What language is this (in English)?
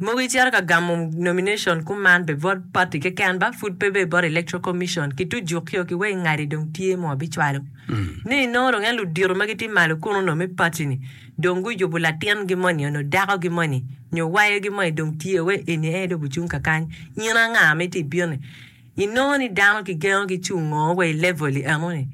Acoli